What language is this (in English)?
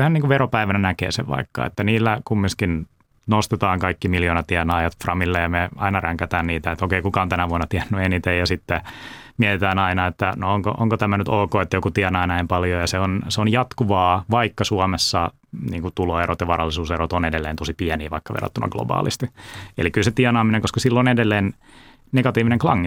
Finnish